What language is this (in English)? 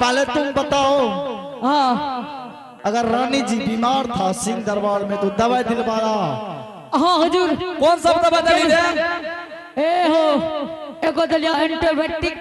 Angika